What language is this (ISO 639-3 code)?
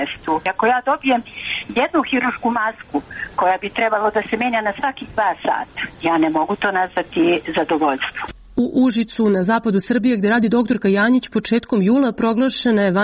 srp